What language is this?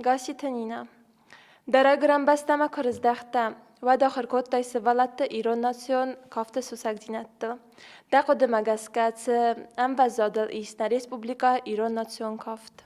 Ossetic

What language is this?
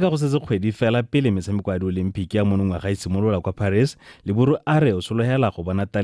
Tswana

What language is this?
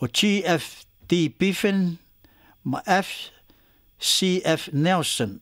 Samoan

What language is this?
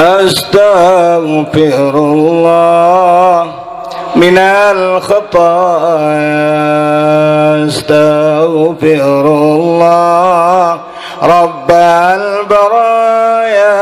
Banjar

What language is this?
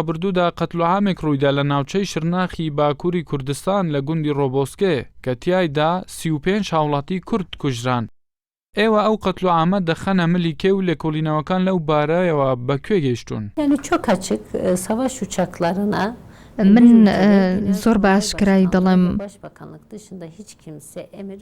Central Kurdish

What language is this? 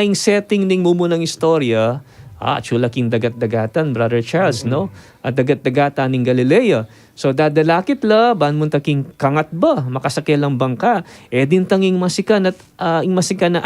Pampanga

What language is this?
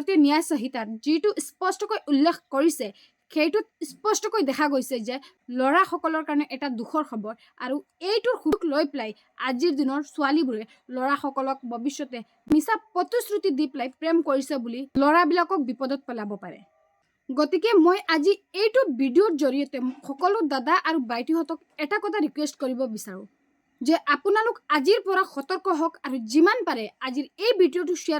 Assamese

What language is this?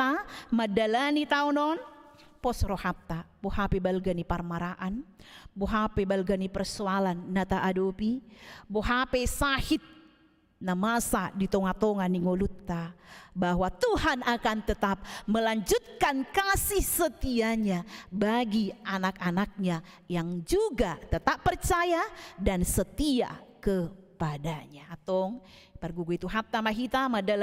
Batak Toba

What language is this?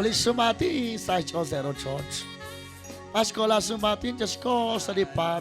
Kekchí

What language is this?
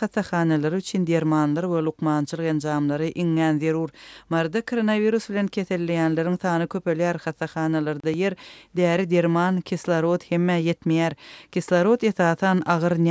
Turkmen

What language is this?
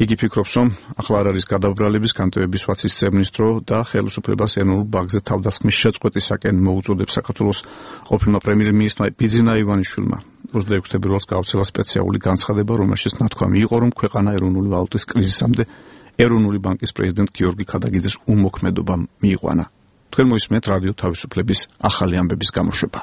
Georgian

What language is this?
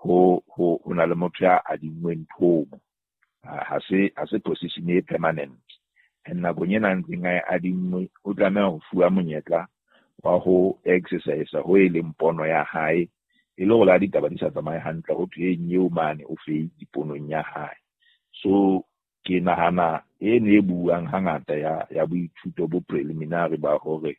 Southern Sotho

